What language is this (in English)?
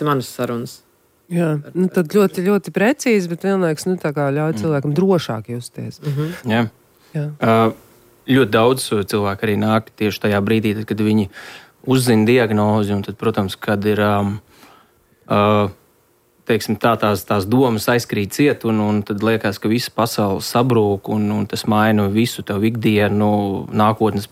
Latvian